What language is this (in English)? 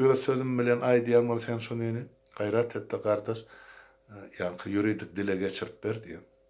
Turkmen